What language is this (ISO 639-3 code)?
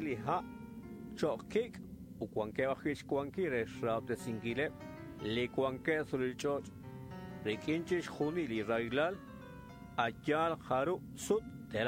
kek